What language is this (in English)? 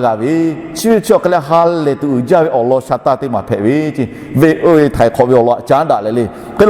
Lahu